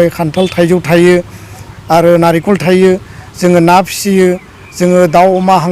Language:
Bodo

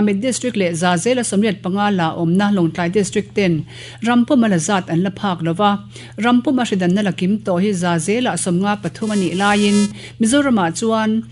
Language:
Mizo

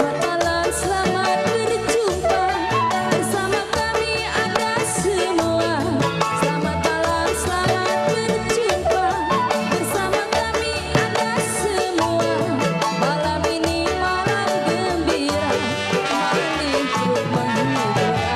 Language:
Betawi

